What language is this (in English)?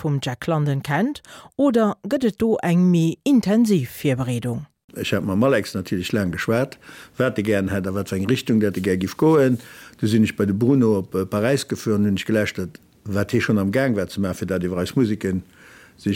Luxembourgish